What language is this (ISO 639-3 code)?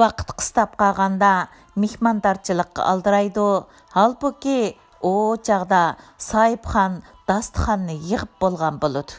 uig